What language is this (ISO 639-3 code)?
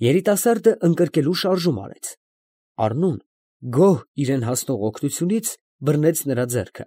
hye